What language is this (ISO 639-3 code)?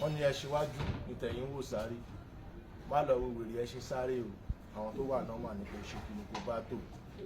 yor